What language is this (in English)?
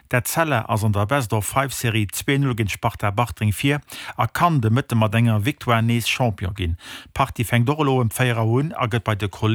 Luxembourgish